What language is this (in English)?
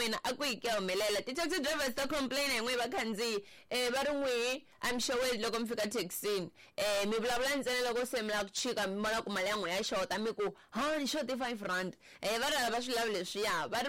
Tsonga